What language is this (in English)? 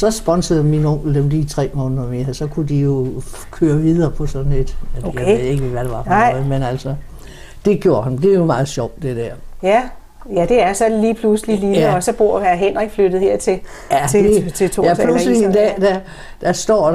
Danish